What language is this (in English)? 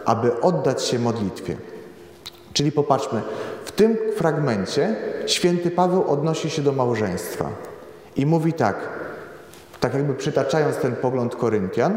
Polish